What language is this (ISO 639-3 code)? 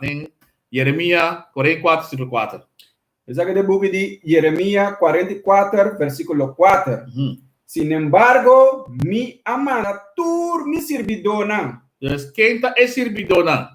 pap